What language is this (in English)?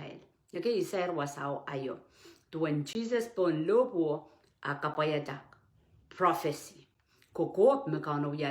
Pohnpeian